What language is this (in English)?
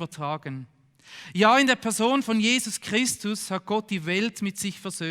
Swiss German